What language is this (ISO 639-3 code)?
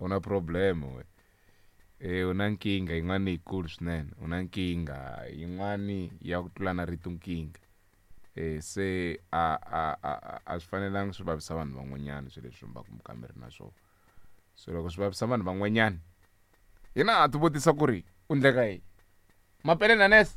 tso